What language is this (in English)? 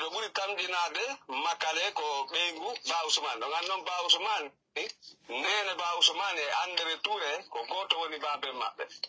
Fula